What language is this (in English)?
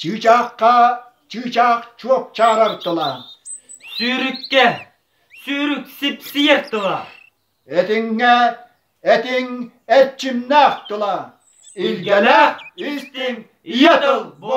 Yakut